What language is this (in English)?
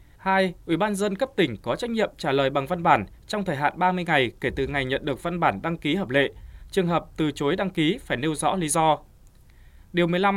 Vietnamese